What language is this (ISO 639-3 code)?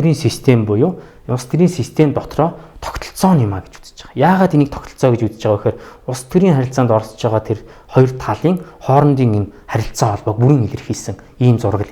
mon